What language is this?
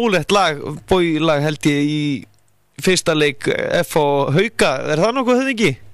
Icelandic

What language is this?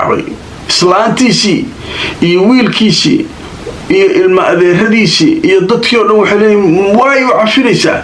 Somali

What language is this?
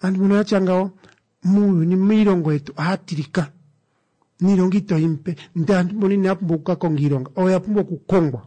Kuanyama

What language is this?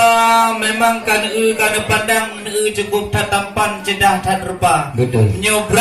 Achinese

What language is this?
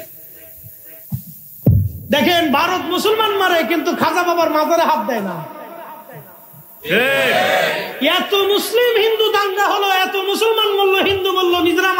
Bangla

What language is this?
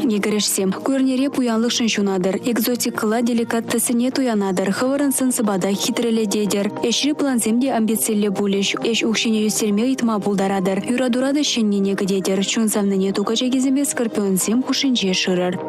Chuvash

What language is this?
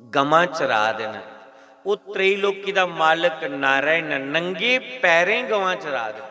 Dogri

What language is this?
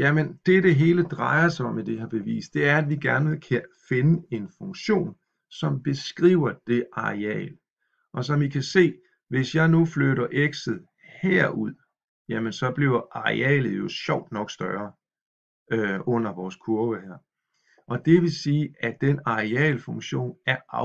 Danish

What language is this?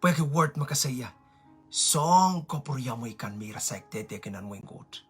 Pohnpeian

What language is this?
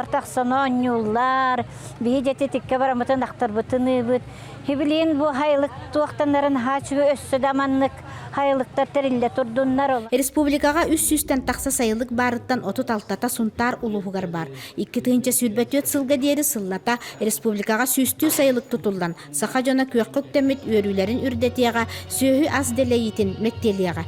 Yakut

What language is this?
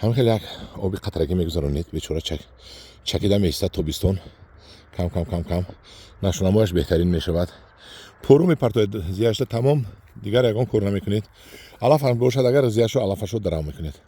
Tajik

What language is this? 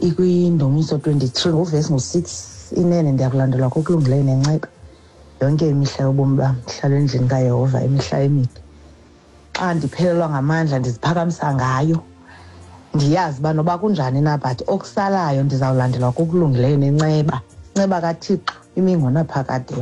Xhosa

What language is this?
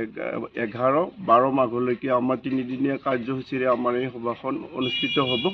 Assamese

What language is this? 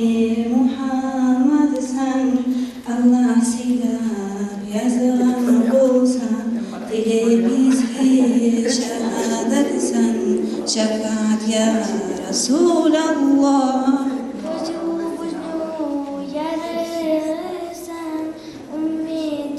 Kumyk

